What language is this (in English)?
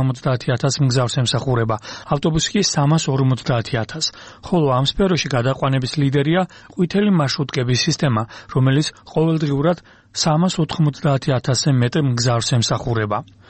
Georgian